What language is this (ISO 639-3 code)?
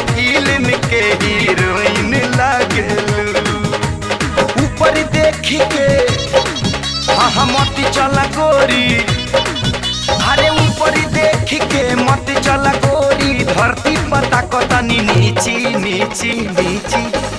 bho